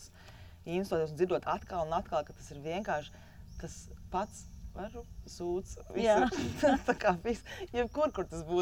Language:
Latvian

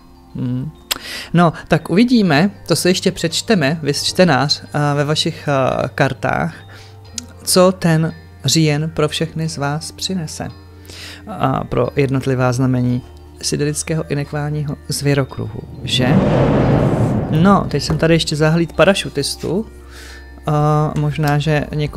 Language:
Czech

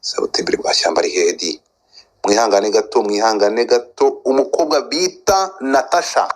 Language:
Kinyarwanda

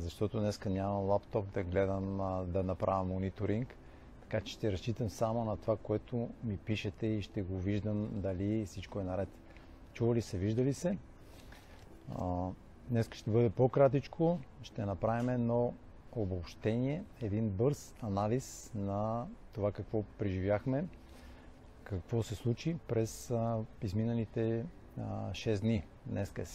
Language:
Bulgarian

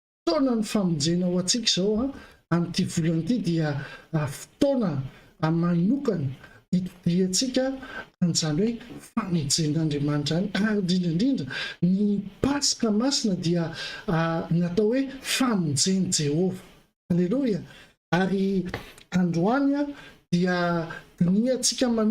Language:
Malagasy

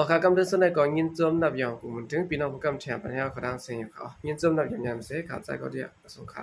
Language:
Shan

